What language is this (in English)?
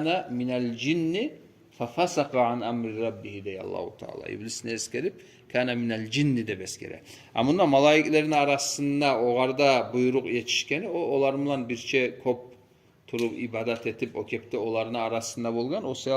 Kumyk